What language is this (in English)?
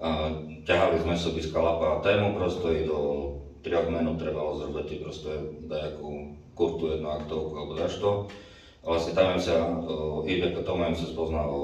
Rusyn